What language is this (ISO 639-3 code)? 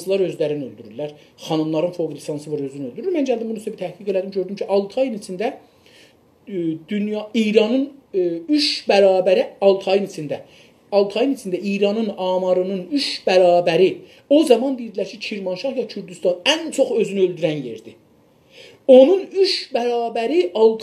azb